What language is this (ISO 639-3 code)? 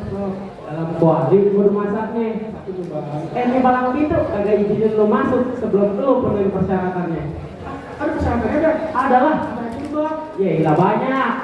bew